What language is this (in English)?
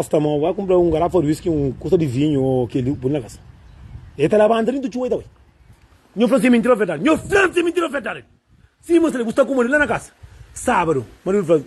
Kabuverdianu